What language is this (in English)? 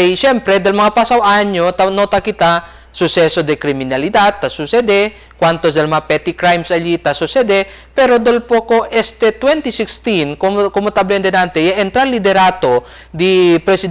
Chavacano